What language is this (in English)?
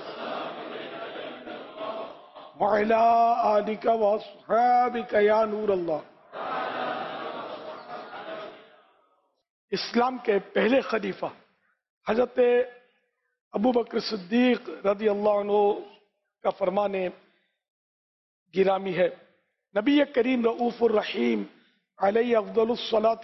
Urdu